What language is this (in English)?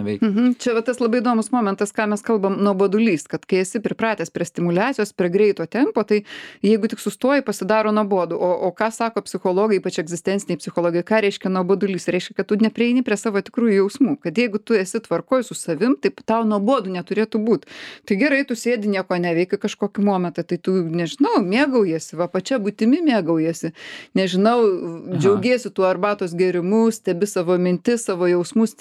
Lithuanian